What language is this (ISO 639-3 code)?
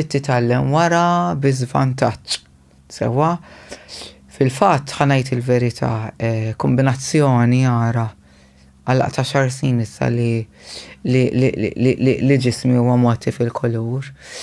mlt